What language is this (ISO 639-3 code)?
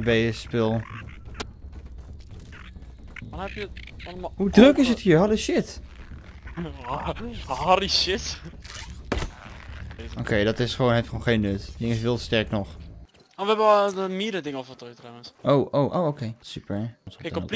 nld